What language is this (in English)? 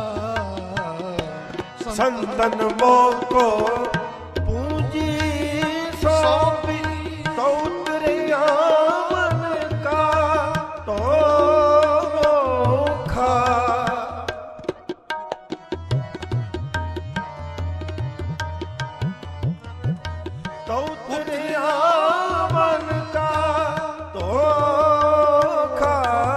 Punjabi